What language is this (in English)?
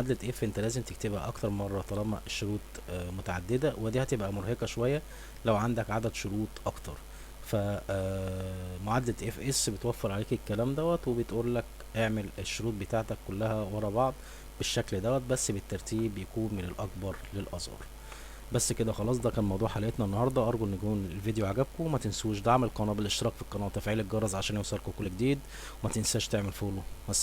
Egyptian Arabic